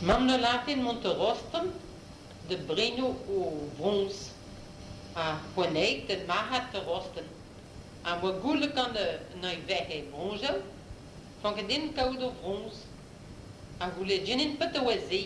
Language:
Breton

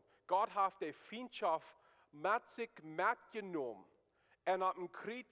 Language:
Plautdietsch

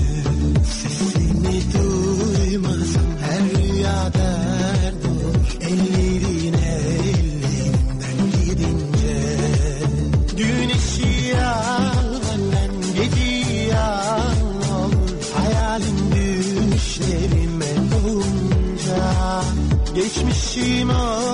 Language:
Turkish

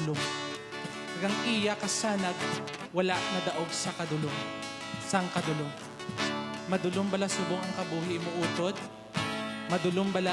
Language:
Hiligaynon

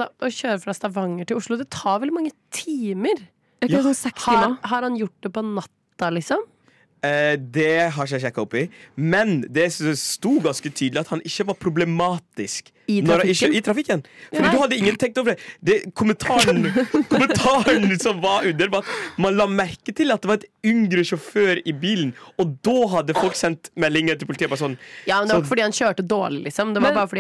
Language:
Norwegian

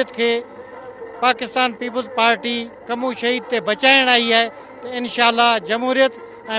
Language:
Sindhi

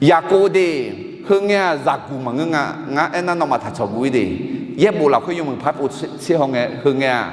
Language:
Akha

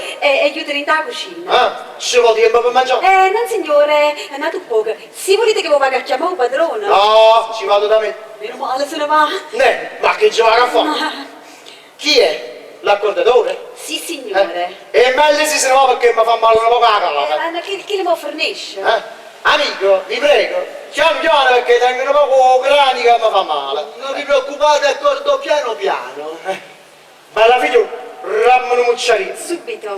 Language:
Neapolitan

